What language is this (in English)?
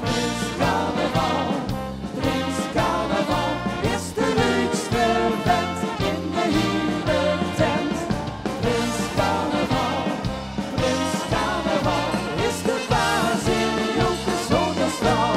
Limburgish